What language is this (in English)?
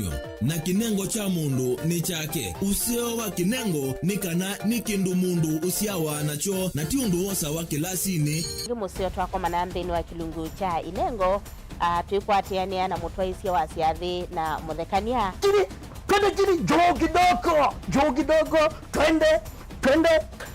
Kamba